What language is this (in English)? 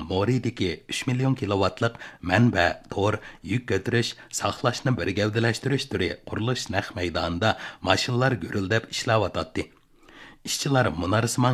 Uyghur